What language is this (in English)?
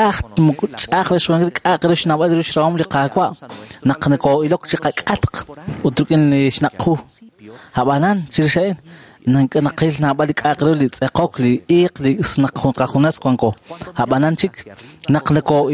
Kekchí